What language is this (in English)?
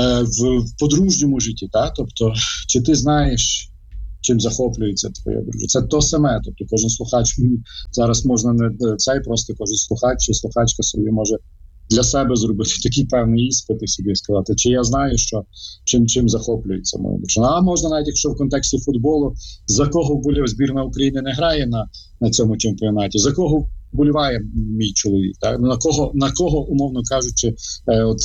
Ukrainian